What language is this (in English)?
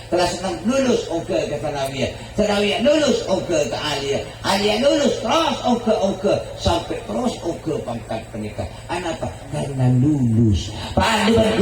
Madurese